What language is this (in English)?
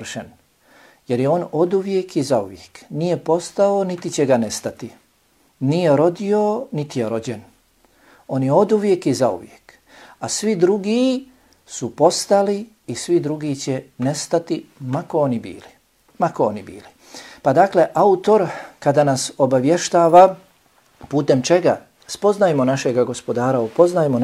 Bosnian